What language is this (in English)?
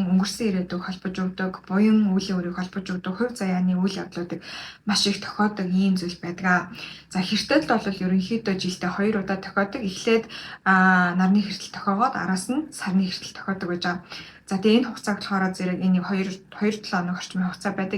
Mongolian